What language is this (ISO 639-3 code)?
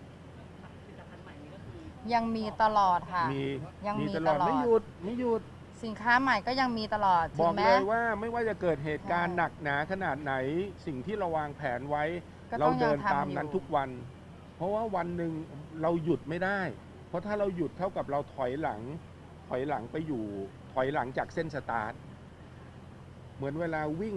tha